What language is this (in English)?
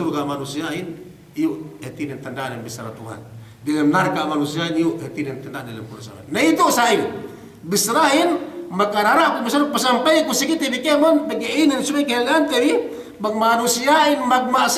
Yakan